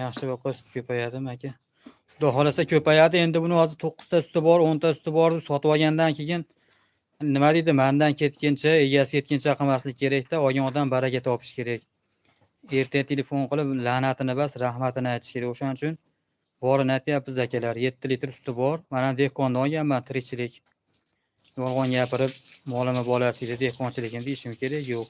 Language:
Uzbek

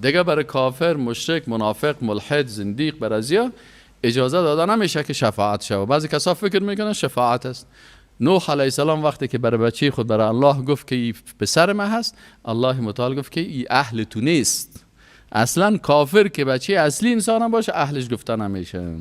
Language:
Persian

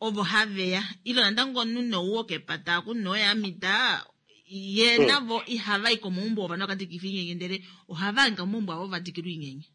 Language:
Kuanyama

